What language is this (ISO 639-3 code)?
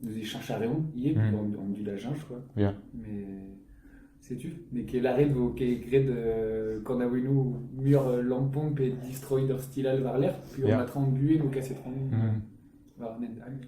bre